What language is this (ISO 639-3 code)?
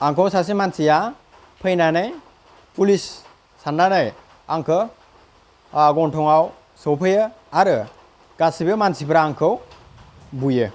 brx